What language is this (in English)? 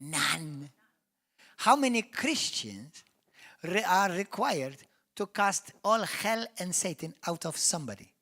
English